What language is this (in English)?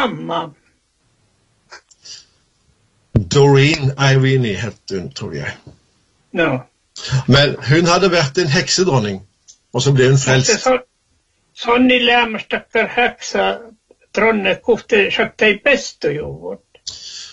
Norwegian